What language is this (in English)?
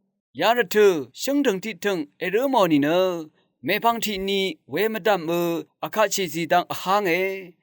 Rawang